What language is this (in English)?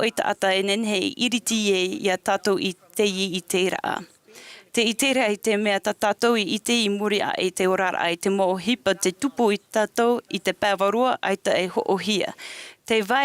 Tahitian